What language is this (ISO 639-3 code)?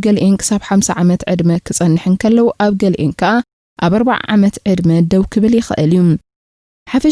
tir